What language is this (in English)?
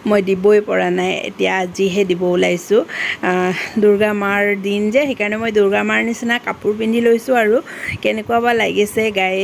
Assamese